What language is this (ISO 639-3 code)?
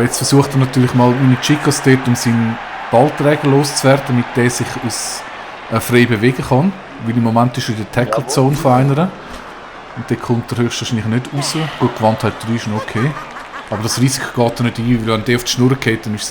gsw